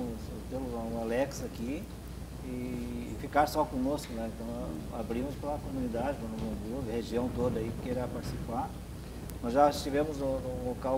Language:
Portuguese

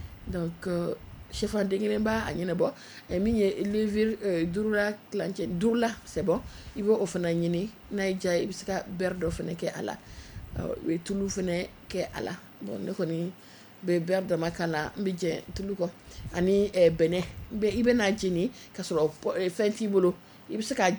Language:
Bambara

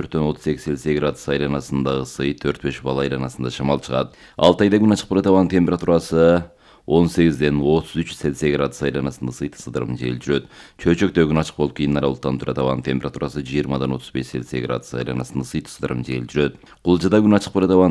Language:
Kyrgyz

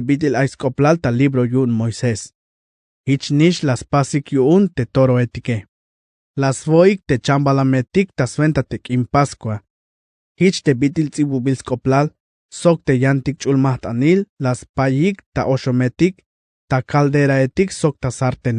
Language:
Tzeltal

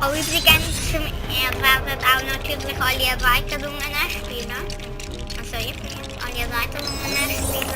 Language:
Swiss German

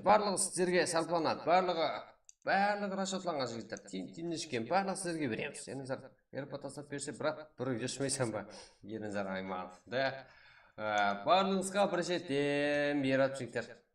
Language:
Kara-Kalpak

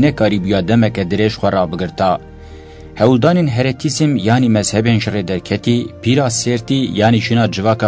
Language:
Kurdish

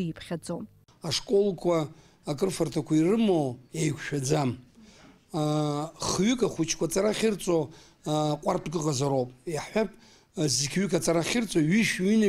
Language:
Abkhazian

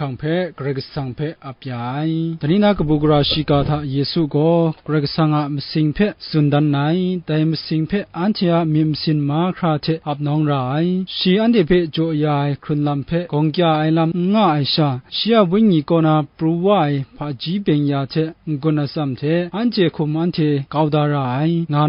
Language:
Kachin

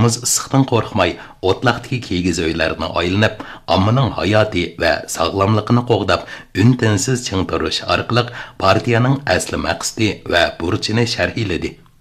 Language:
Uyghur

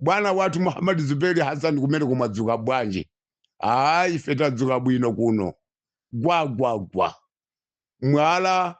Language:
Nyanja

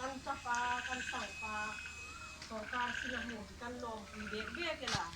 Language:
Hmar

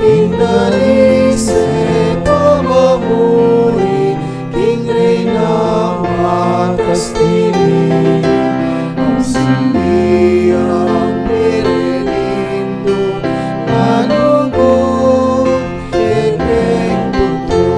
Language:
Pampanga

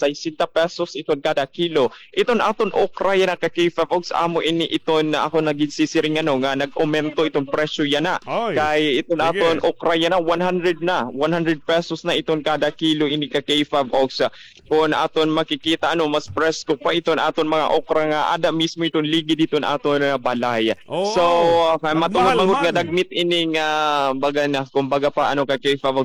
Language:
Waray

